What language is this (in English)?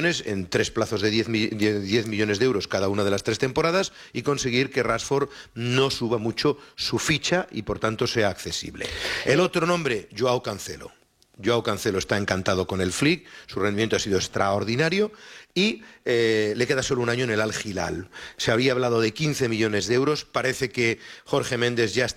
Spanish